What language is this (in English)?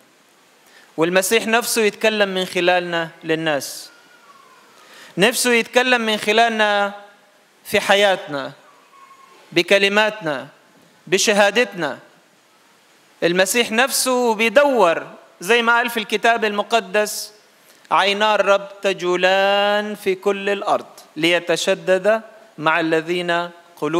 Egyptian Arabic